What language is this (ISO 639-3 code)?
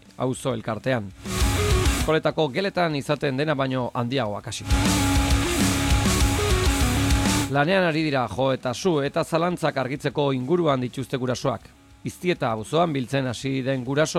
eus